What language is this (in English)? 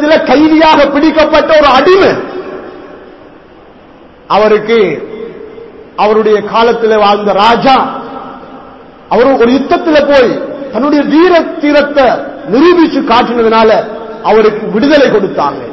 Tamil